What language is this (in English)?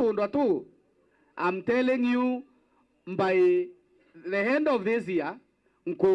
Meru